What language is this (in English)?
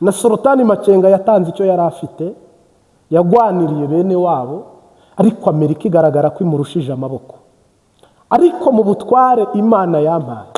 Kinyarwanda